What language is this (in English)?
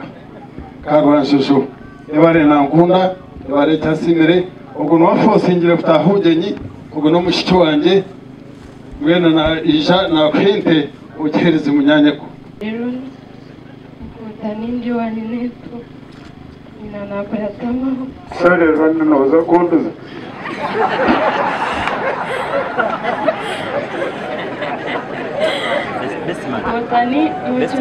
Kinyarwanda